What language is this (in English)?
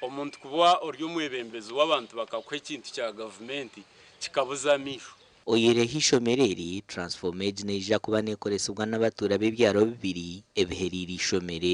Nyankole